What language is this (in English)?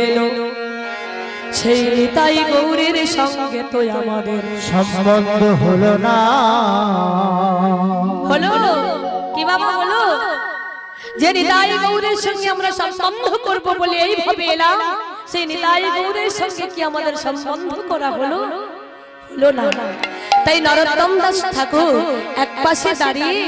Bangla